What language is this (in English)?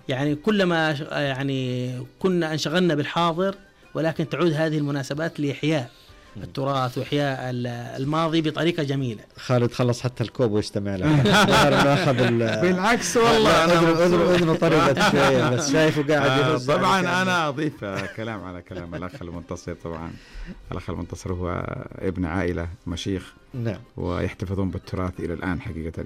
Najdi Arabic